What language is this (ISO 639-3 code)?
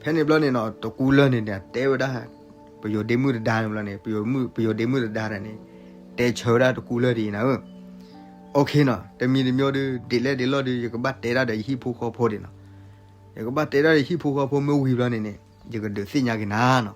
ksw